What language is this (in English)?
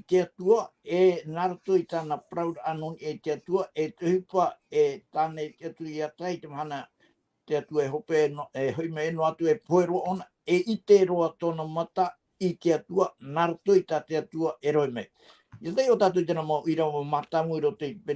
Tahitian